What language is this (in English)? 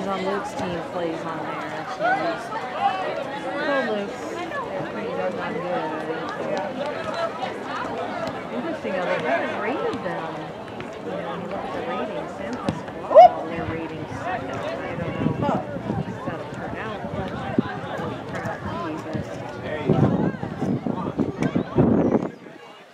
English